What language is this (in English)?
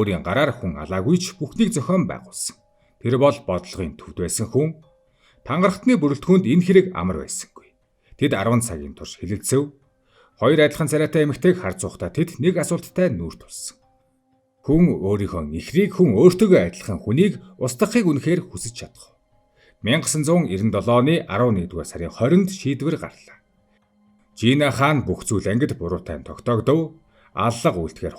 Mongolian